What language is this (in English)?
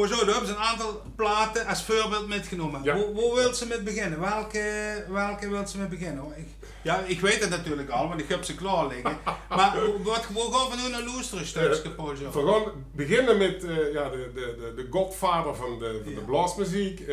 Limburgish